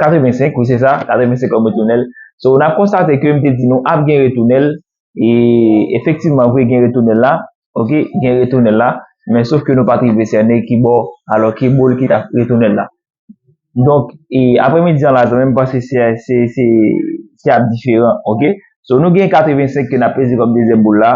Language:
Haitian Creole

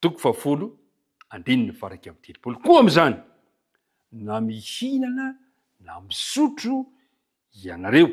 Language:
Malagasy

